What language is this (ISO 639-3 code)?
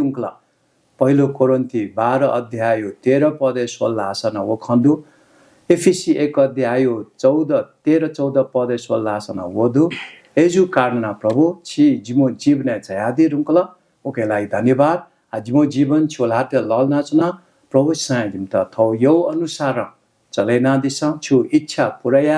new